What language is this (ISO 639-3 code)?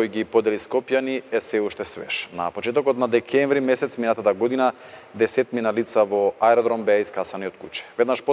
mkd